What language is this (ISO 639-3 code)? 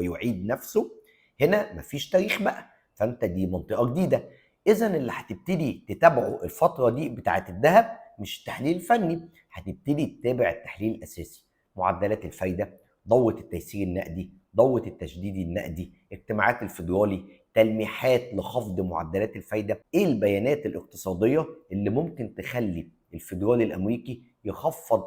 arz